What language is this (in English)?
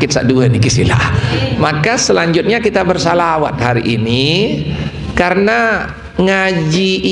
Sasak